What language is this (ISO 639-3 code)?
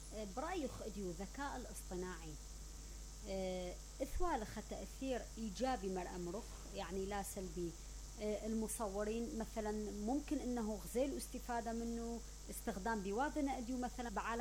acm